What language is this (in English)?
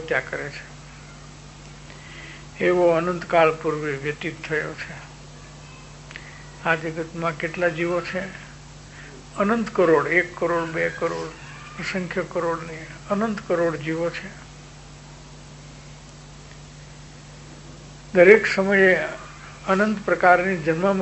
Gujarati